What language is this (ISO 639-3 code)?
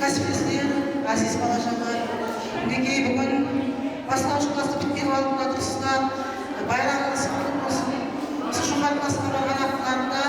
kaa